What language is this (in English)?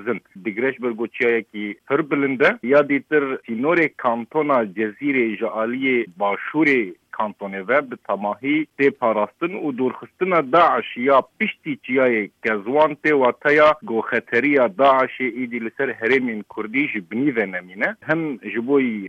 Kurdish